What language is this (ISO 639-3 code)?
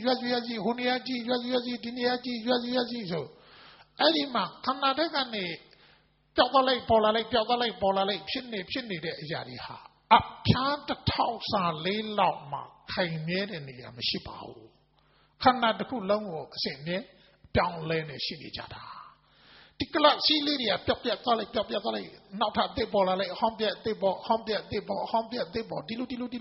mya